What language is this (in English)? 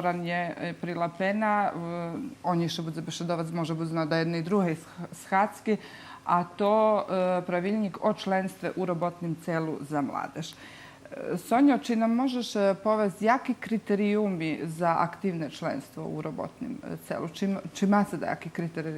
Rusyn